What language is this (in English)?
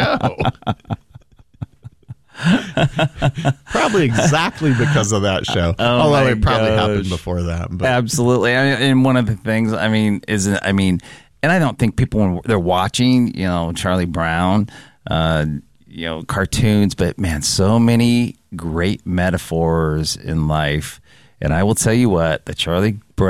English